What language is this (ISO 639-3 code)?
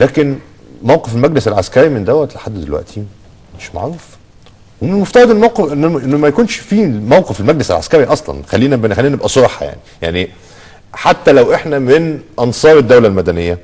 arz